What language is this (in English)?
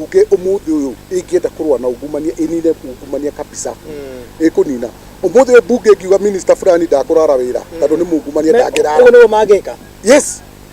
Kikuyu